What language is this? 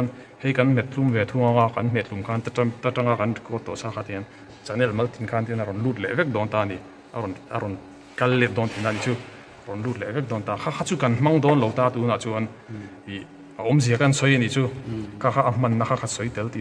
Mizo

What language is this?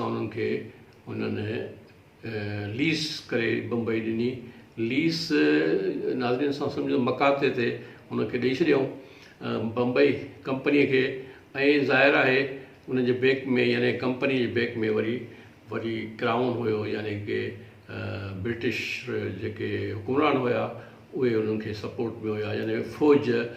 Sindhi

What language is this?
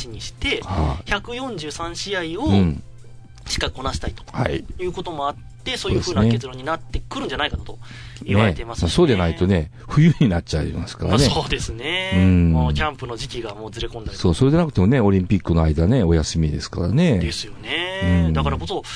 Japanese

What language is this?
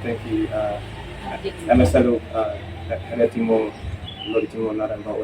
Tetum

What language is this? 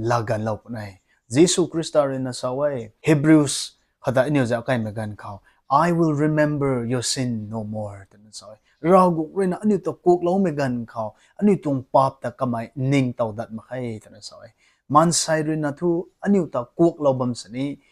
Rongmei Naga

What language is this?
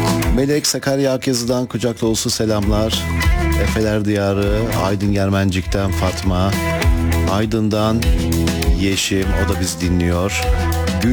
Turkish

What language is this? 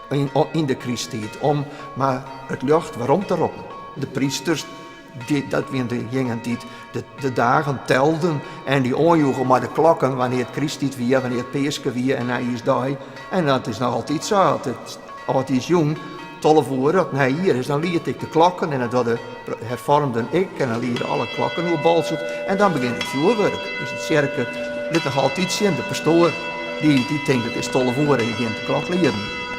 Western Frisian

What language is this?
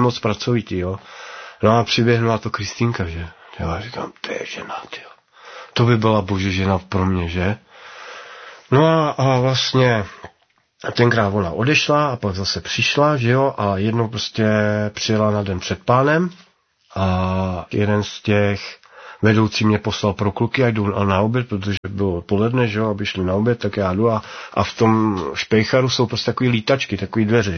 Czech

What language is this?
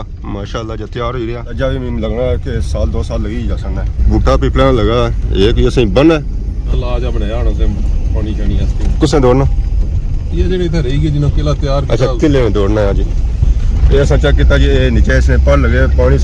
Pahari-Potwari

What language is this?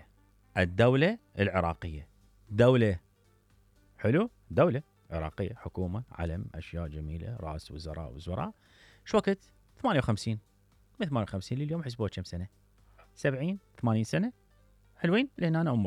Mesopotamian Arabic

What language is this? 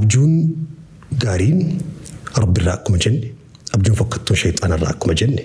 Oromo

